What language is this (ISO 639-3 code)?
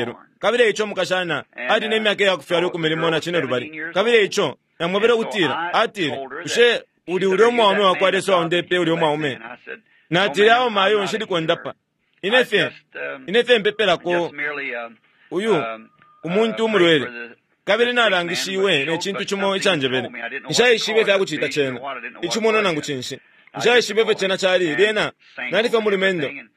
bem